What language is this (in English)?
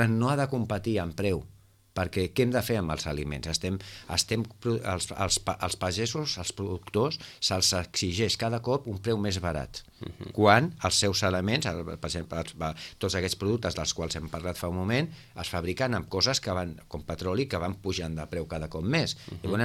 Catalan